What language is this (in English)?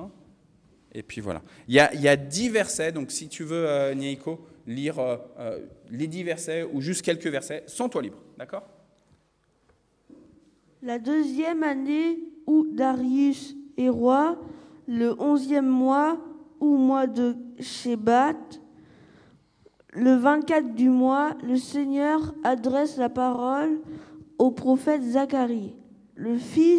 French